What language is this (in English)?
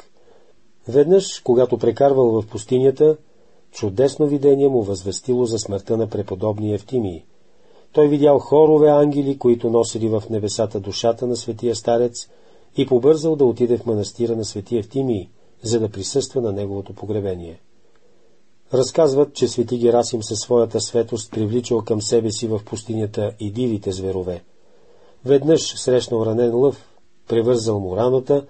Bulgarian